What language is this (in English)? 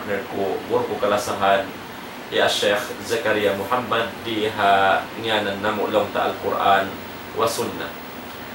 Tausug